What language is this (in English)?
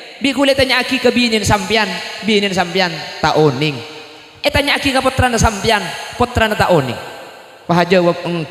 Madurese